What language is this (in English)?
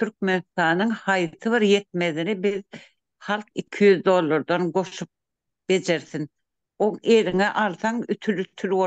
Turkmen